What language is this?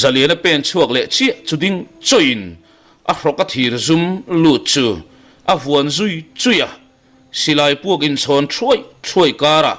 Mizo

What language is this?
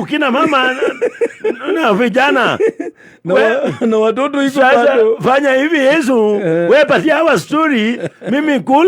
Kikuyu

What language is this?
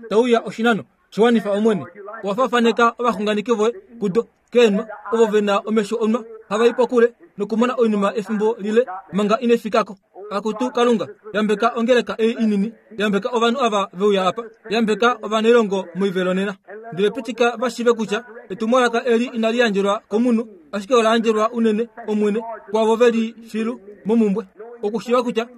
Kuanyama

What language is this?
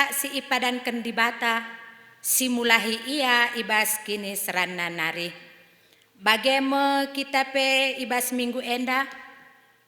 Batak Karo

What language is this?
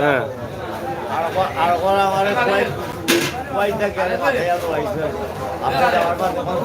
Sylheti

